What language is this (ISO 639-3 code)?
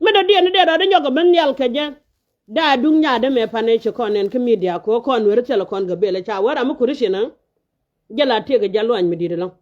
nus